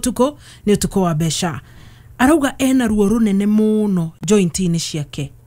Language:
Kikuyu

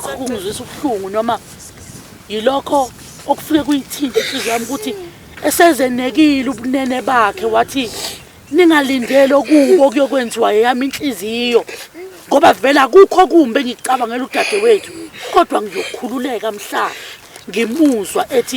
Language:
Zulu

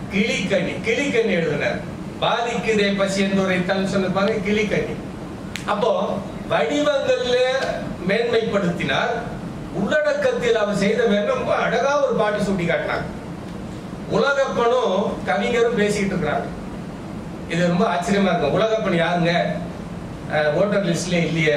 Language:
Tamil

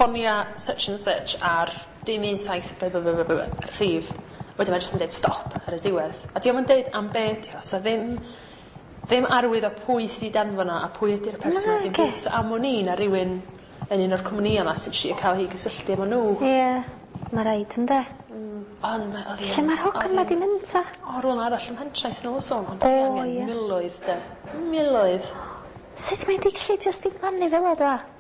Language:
Welsh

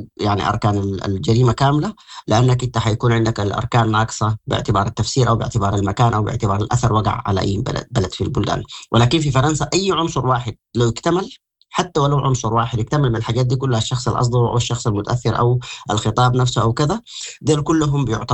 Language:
Sudanese Arabic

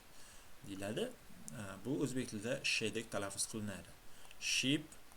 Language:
Uzbek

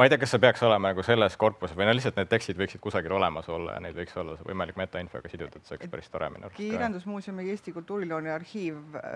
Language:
Estonian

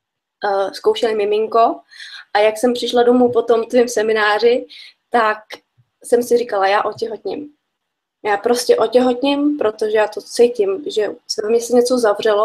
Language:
Czech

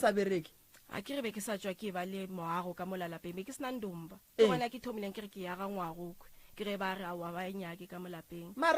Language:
Northern Sotho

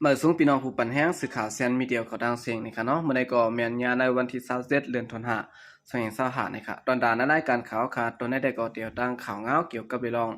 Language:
Shan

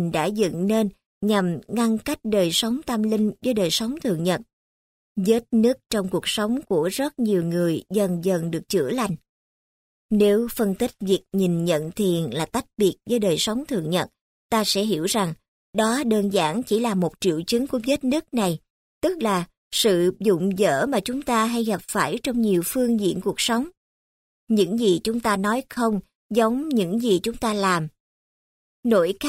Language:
Vietnamese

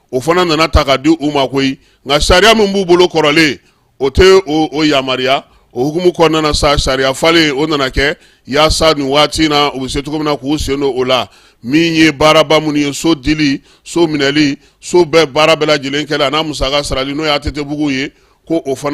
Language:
Bambara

